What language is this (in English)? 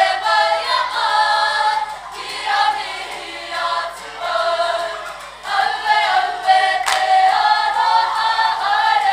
Māori